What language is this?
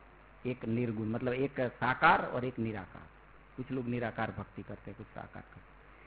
Hindi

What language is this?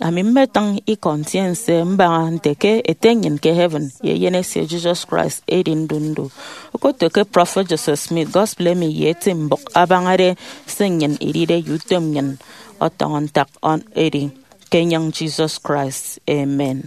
Efik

